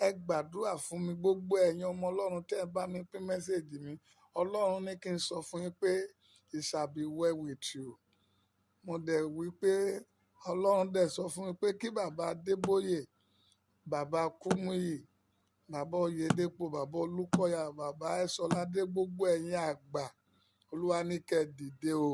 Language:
Yoruba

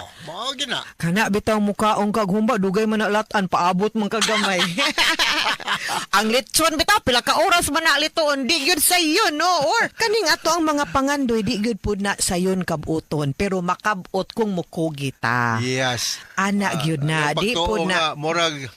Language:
Cebuano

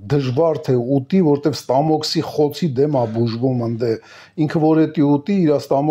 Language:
Armenian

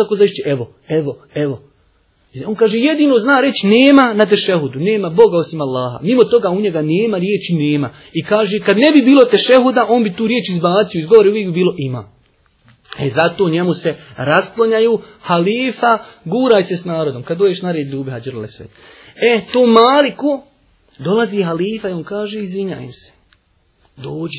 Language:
Bosnian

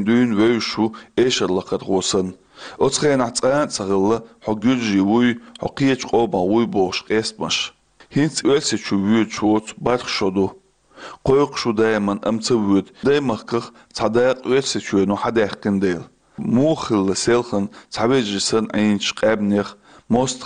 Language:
Chechen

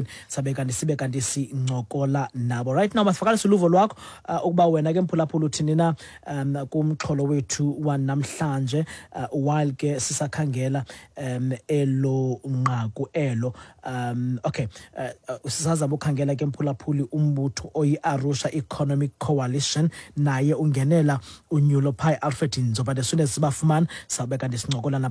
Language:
Xhosa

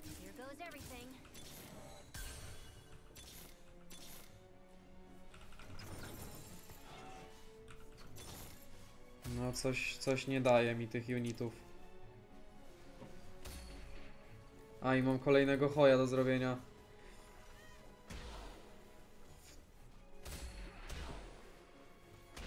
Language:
Polish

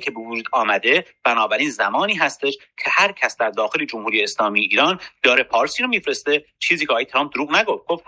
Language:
Persian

